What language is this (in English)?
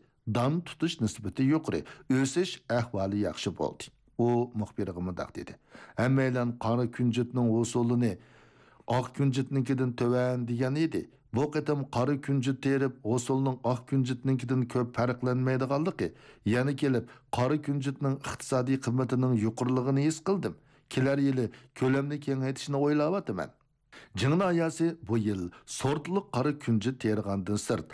Uyghur